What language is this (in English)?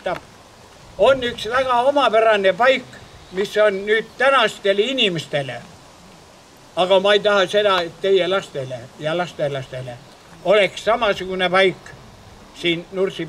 Estonian